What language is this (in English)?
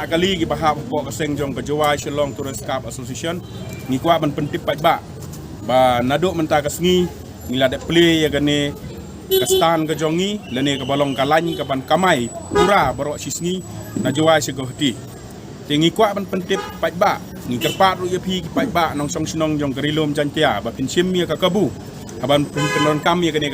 Khasi